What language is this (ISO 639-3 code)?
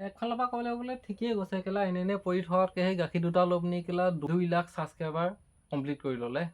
asm